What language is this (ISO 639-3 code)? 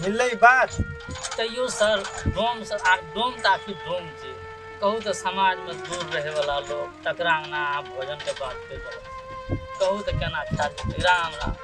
mai